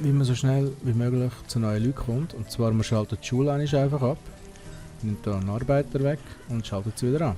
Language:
Swiss German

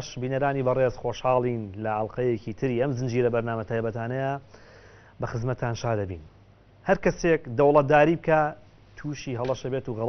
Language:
Central Kurdish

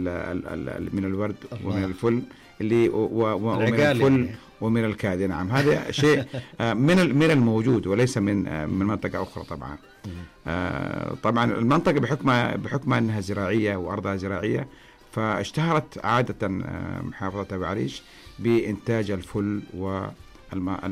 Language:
Najdi Arabic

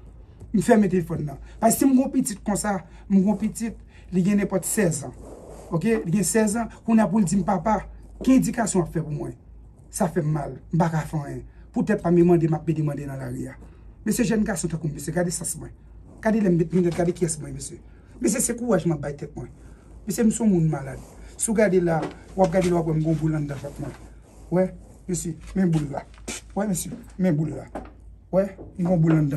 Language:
Haitian Creole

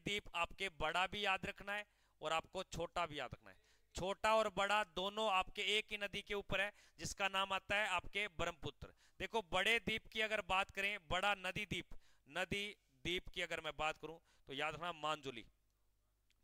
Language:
Hindi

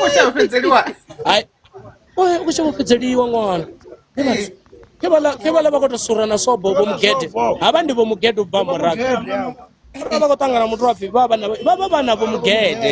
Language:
Venda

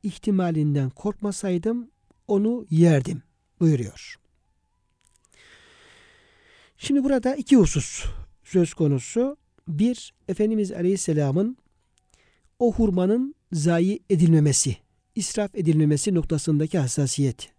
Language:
Turkish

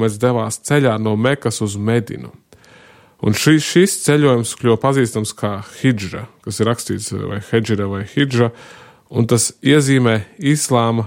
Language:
Latvian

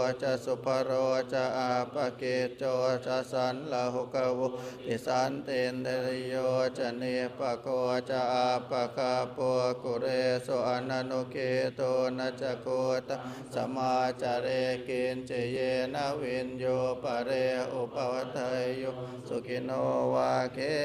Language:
Pali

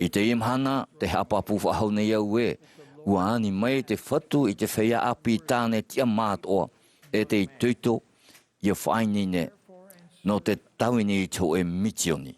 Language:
Tahitian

